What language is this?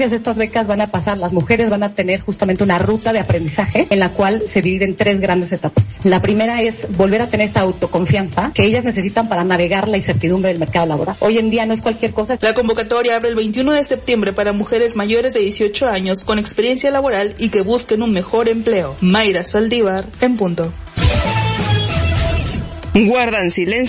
Spanish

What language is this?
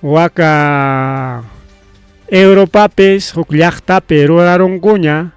Ayacucho Quechua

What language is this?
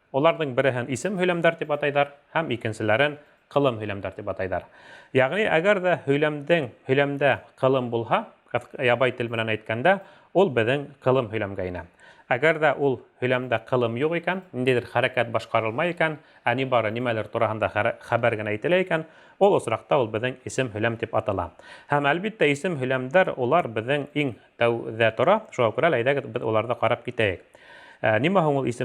Bashkir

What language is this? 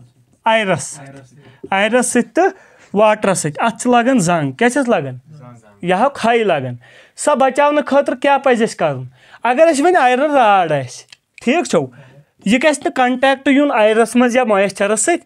Kashmiri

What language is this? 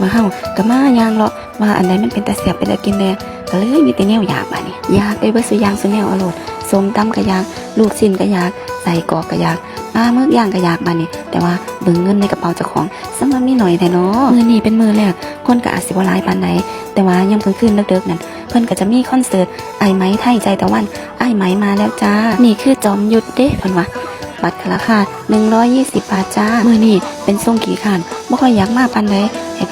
Northeastern Thai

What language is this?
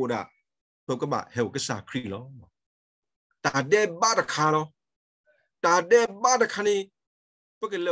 S'gaw Karen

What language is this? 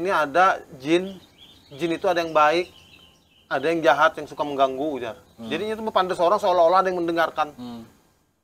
Banjar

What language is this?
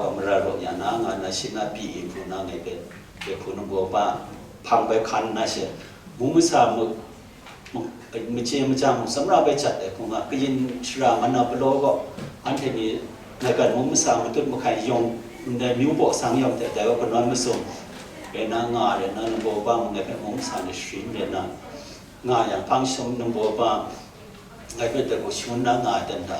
Kachin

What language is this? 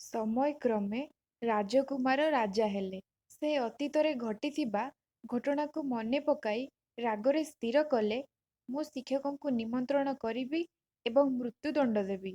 Odia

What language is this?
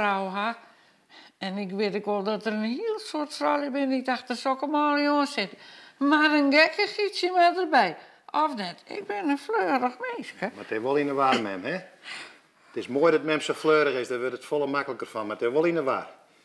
Western Frisian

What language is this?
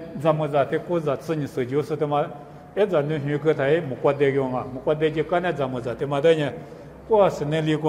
Lisu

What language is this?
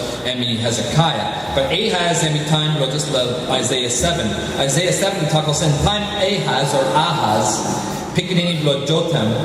Tok Pisin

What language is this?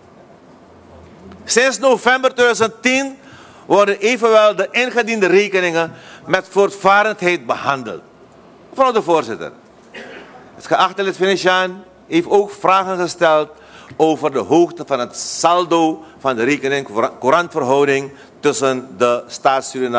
Dutch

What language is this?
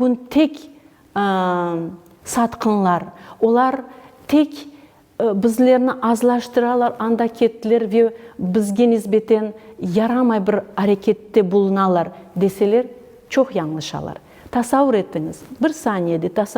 Crimean Tatar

